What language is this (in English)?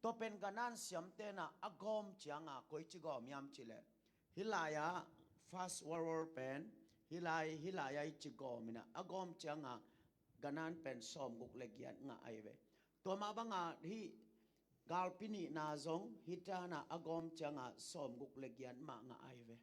Tedim Chin